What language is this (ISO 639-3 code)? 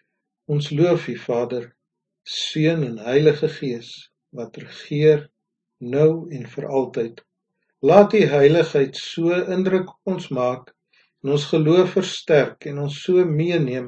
afr